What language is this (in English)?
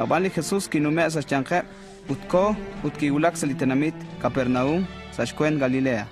Kekchí